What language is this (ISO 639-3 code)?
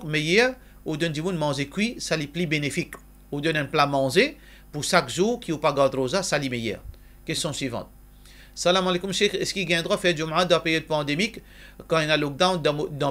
mfe